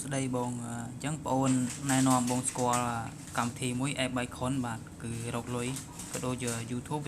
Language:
Khmer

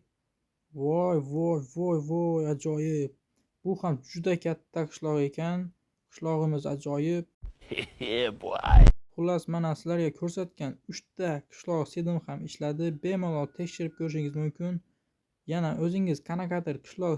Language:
Uzbek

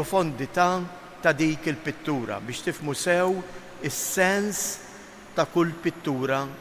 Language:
Maltese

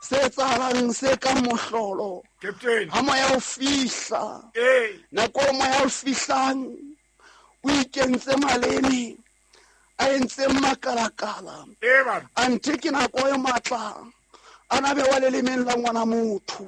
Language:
Southern Sotho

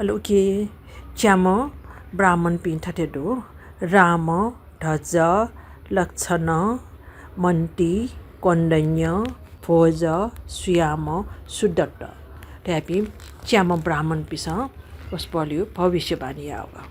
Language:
Newari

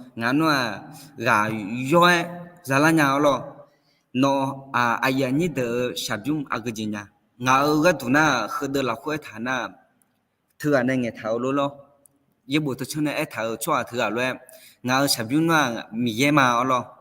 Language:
Akha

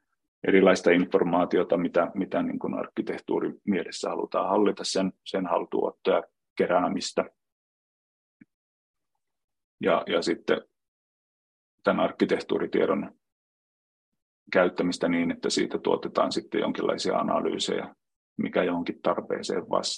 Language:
Finnish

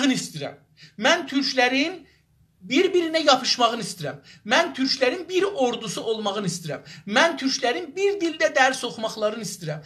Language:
South Azerbaijani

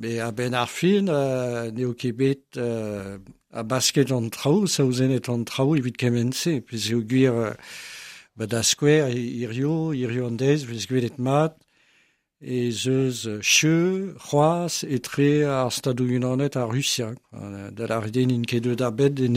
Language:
Breton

